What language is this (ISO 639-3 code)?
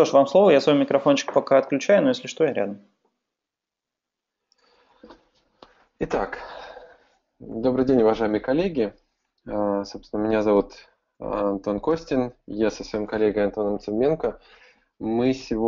rus